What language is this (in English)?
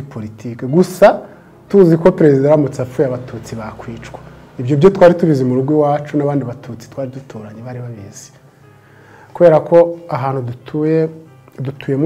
Kinyarwanda